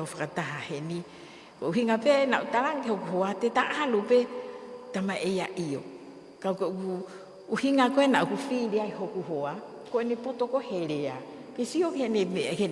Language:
Tongan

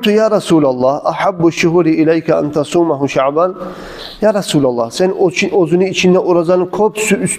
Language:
Kumyk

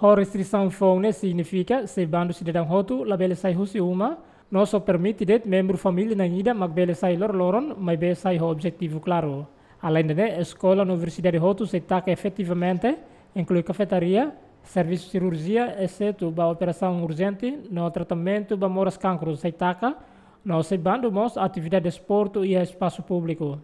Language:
Tetum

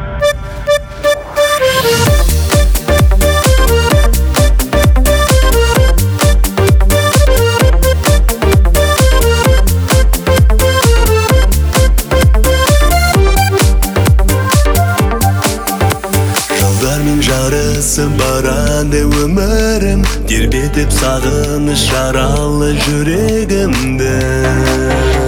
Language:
Kazakh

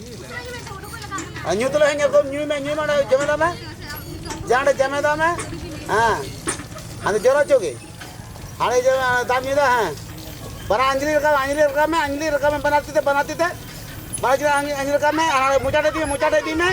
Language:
Santali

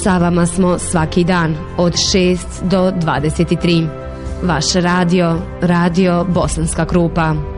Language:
Bosnian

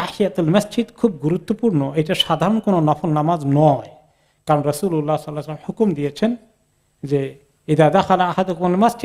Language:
Bangla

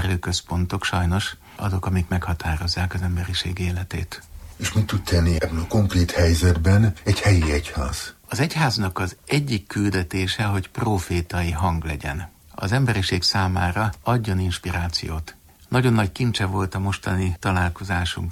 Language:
Hungarian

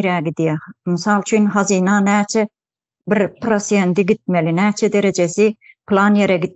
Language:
Turkmen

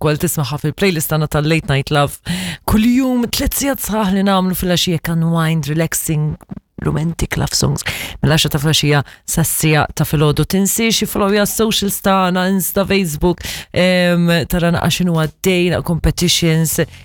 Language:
Maltese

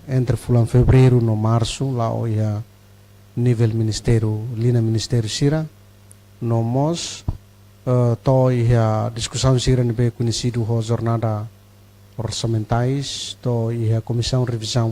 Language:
Tetum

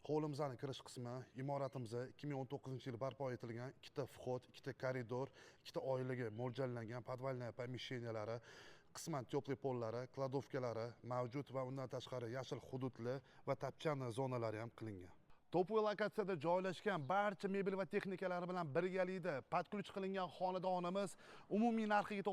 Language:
Uzbek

